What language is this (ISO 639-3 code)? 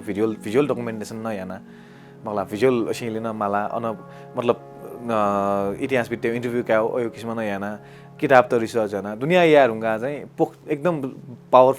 new